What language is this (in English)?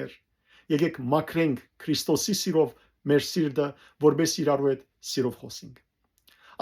Western Armenian